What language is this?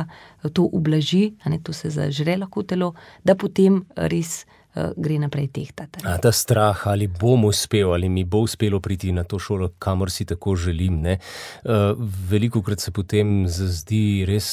Slovenian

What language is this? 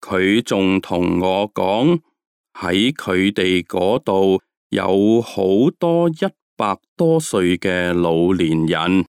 Cantonese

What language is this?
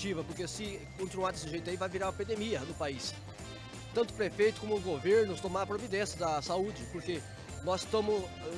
Portuguese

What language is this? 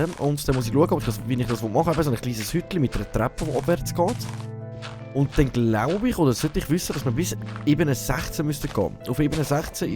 Swiss German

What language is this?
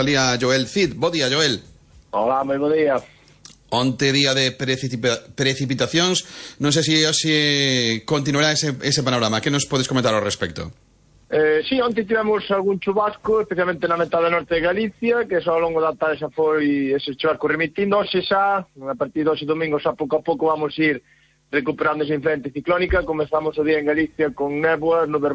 Galician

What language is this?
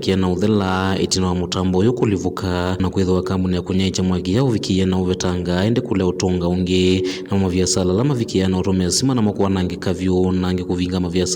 Kamba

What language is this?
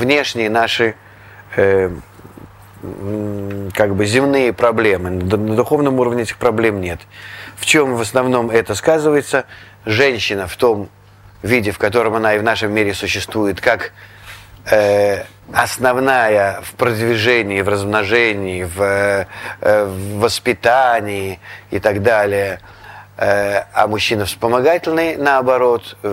Russian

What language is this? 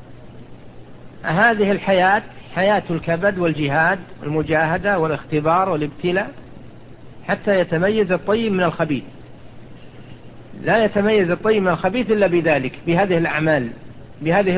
Arabic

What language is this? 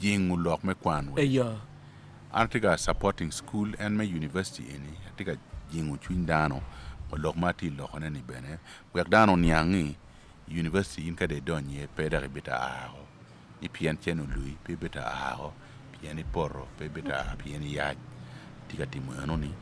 Acoli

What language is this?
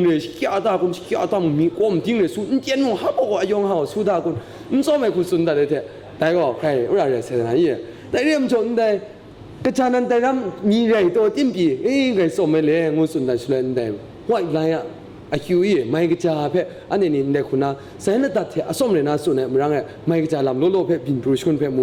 Kachin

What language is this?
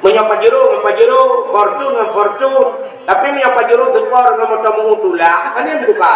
Achinese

